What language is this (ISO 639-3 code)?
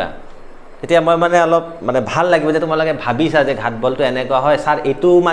asm